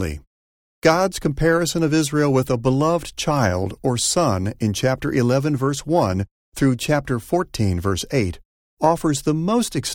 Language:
English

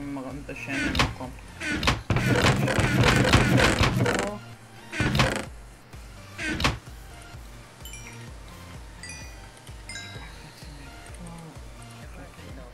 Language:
Hebrew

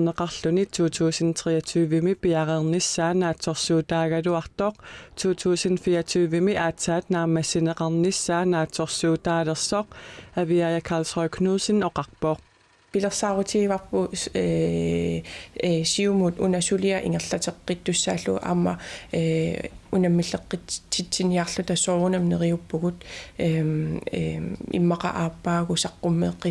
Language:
Kalaallisut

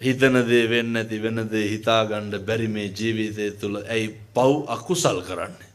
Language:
Sinhala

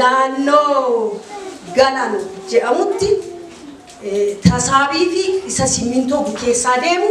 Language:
Oromo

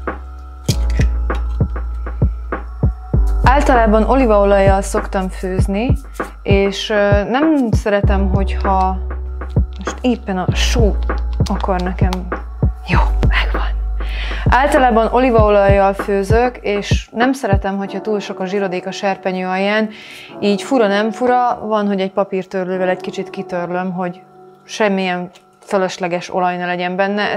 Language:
Hungarian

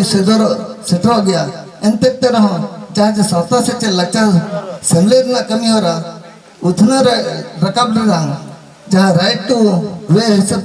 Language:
Santali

